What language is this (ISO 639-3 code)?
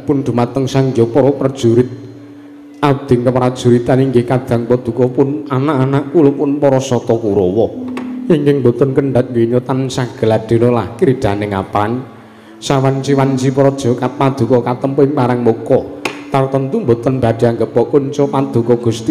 jav